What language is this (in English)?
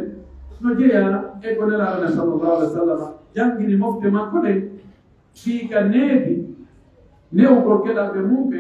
Pular